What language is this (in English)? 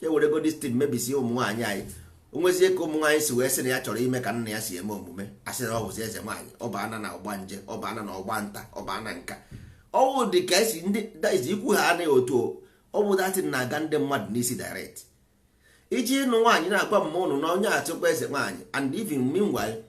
Igbo